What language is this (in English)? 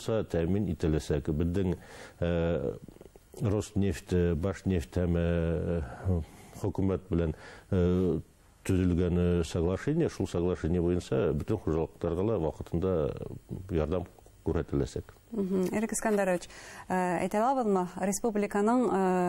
Bashkir